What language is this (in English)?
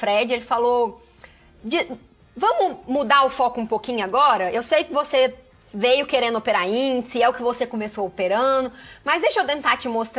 Portuguese